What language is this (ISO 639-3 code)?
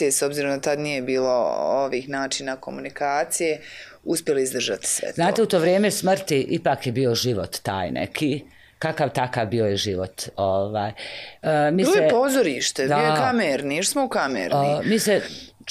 bos